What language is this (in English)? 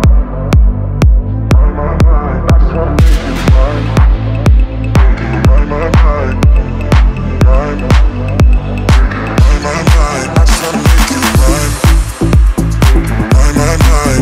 English